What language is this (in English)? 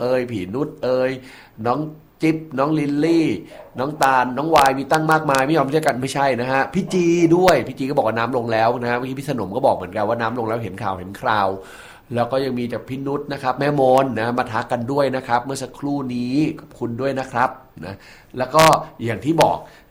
Thai